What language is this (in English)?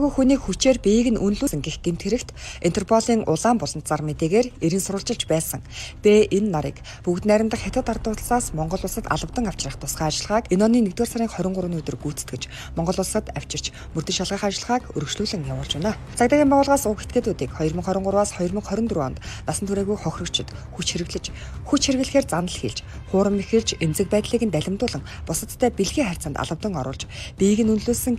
Mongolian